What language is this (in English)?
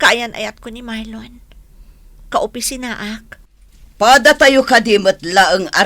Iloko